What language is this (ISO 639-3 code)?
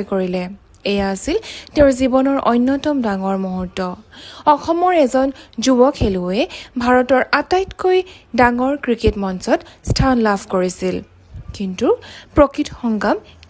asm